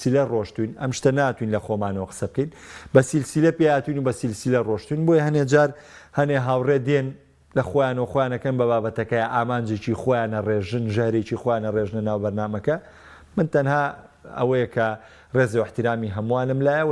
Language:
Central Kurdish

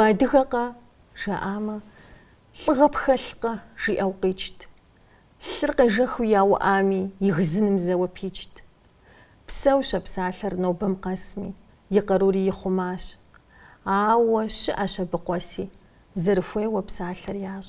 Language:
Kabardian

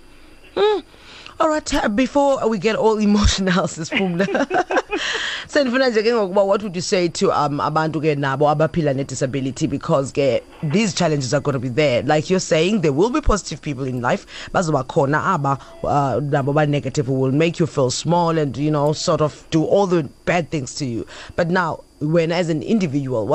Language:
Xhosa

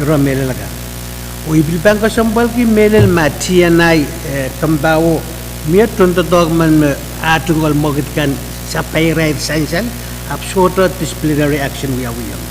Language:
Pohnpeian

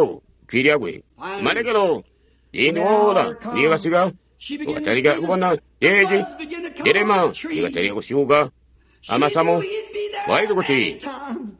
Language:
Tonga (Zambia)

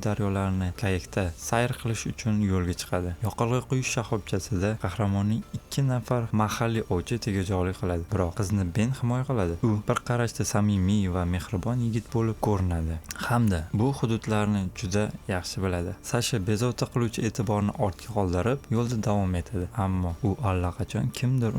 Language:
Uzbek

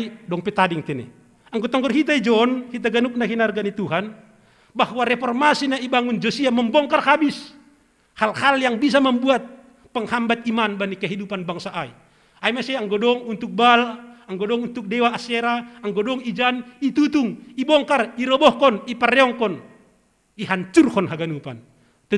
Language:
Batak Simalungun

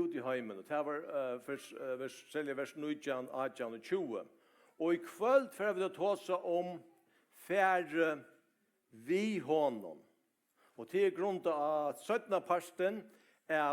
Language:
Faroese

